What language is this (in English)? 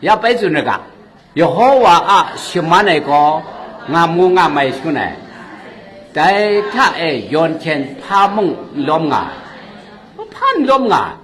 Kachin